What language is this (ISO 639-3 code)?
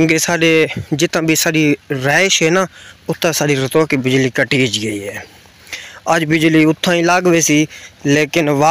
skr